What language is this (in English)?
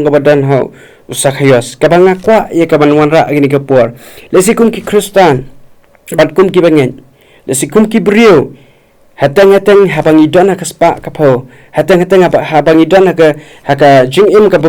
Khasi